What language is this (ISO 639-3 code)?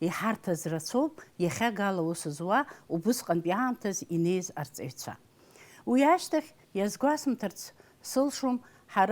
abk